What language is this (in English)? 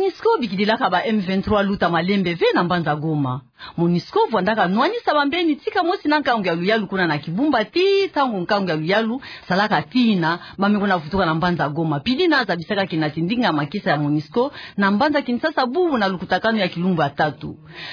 Kituba (Democratic Republic of Congo)